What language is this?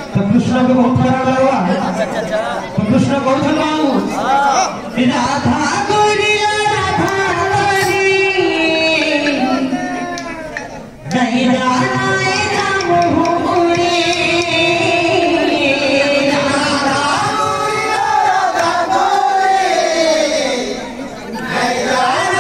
Bhojpuri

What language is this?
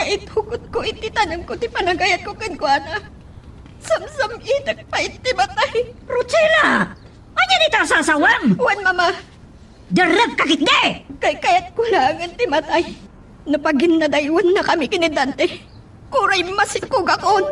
Iloko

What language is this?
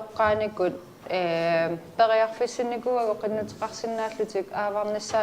Kalaallisut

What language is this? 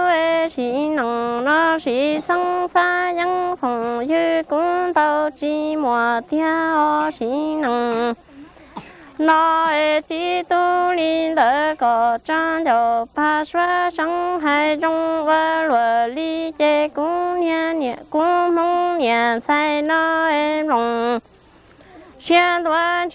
Vietnamese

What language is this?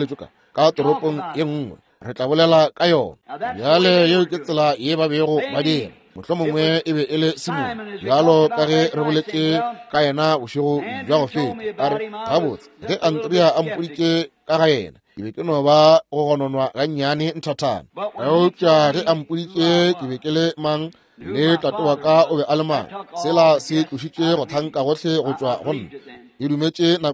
Northern Sotho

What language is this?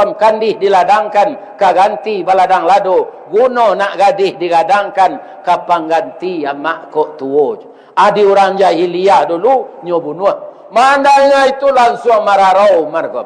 Minangkabau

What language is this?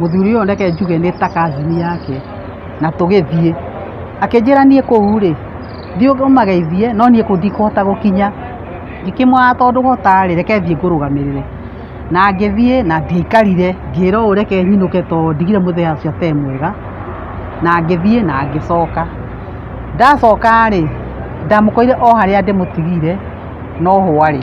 Kikuyu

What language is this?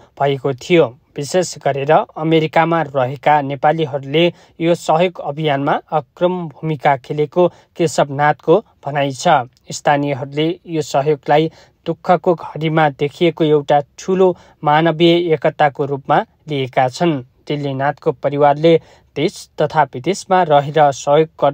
Nepali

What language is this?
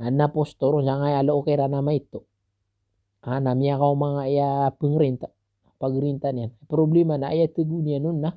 Maranao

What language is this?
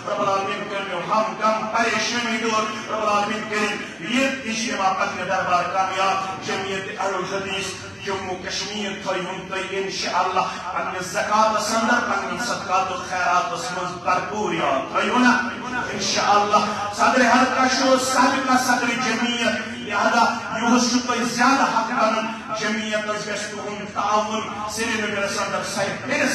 Kashmiri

